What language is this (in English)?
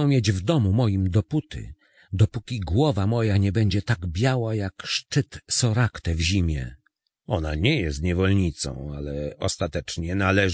Polish